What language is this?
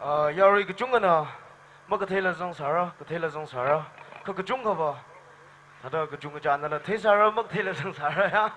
Tangkhul Naga (India)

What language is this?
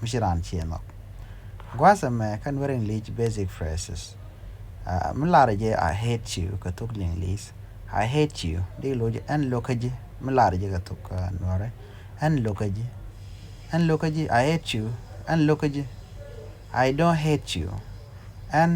Nuer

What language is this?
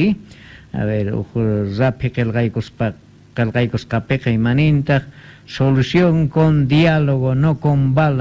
Quechua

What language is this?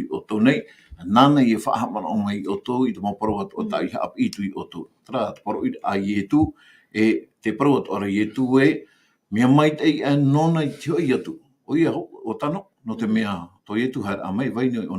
Tahitian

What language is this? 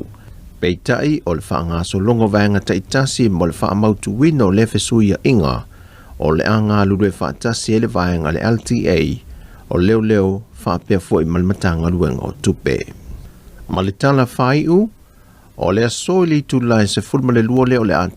Samoan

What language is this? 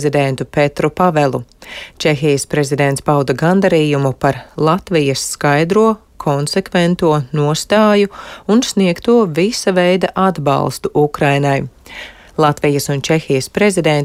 Latvian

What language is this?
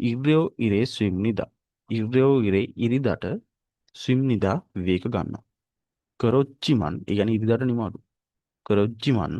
Sinhala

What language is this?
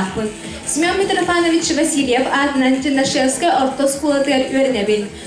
Yakut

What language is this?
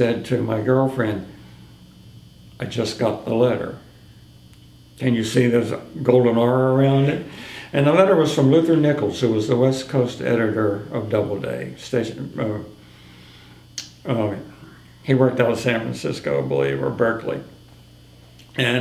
English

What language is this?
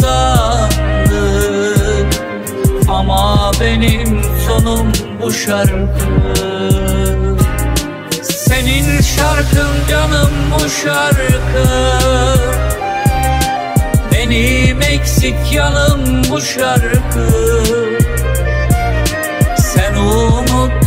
Turkish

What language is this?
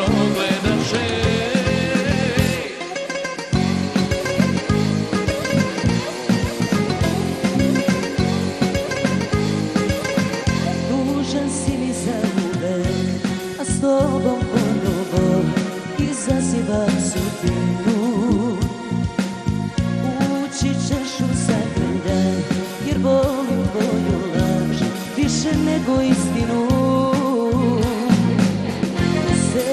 Serbian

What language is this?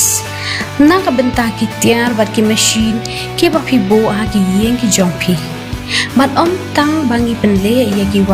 Khasi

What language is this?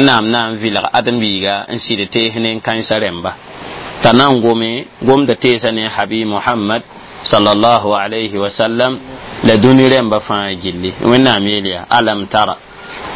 Mossi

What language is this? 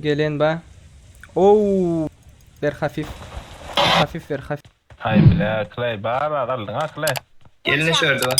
Turkmen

